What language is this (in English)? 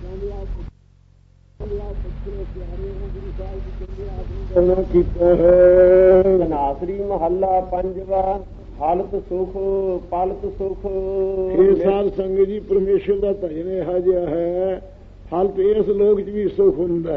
Punjabi